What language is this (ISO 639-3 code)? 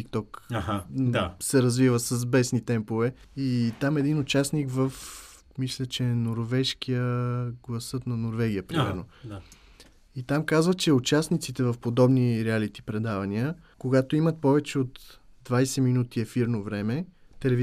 bul